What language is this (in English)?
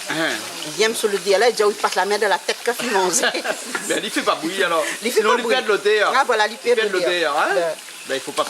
Réunion Creole French